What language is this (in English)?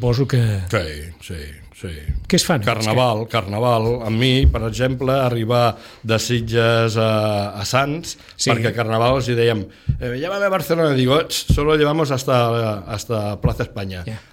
Catalan